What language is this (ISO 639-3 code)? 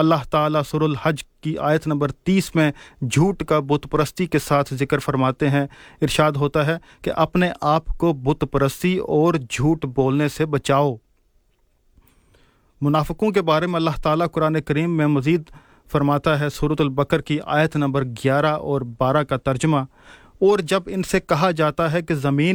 urd